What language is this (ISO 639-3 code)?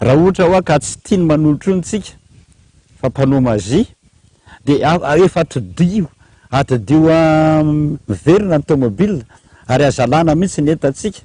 mlg